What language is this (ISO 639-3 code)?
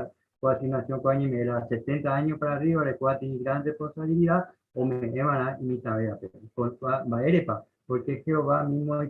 grn